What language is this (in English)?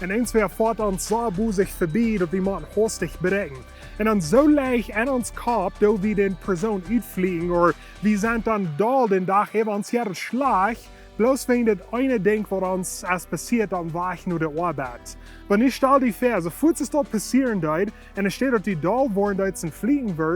Plautdietsch